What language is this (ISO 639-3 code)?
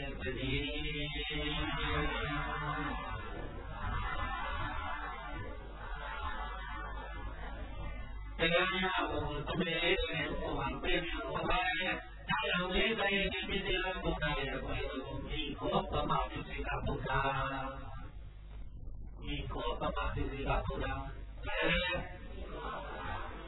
mya